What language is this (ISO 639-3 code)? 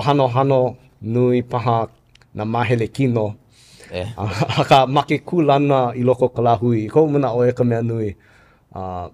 haw